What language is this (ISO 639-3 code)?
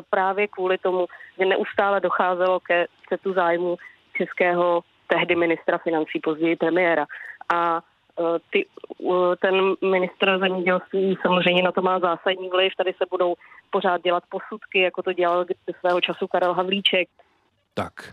ces